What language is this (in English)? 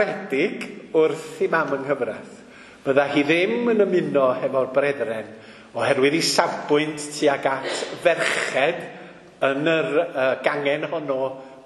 Welsh